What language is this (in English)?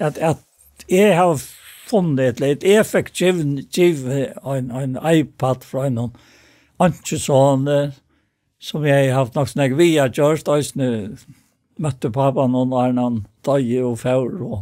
Faroese